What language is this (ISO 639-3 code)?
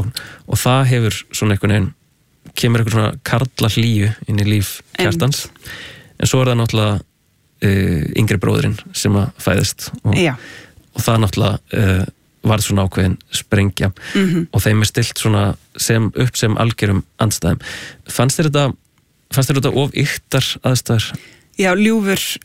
isl